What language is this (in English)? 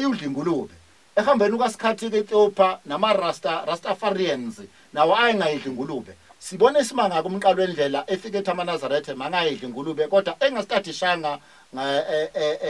Zulu